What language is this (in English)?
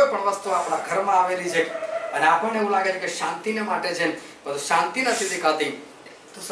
Gujarati